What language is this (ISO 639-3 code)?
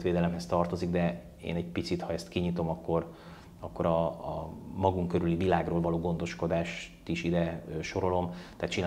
hun